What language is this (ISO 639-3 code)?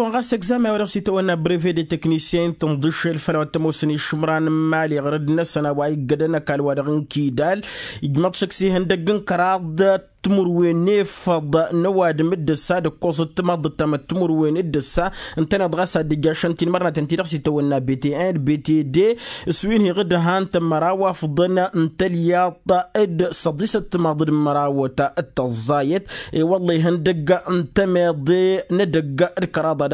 taq